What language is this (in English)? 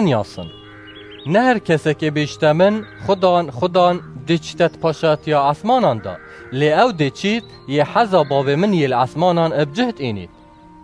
Kurdish